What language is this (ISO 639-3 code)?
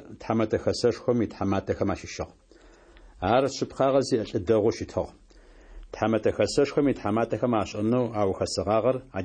ady